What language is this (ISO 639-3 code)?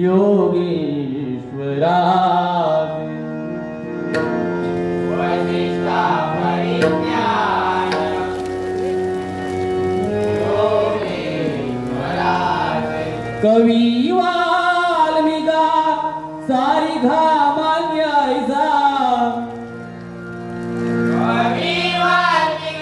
mar